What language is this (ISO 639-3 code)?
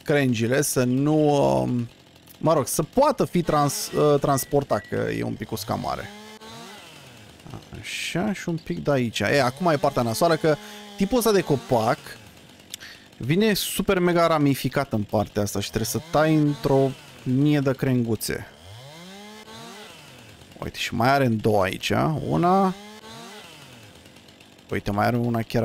ron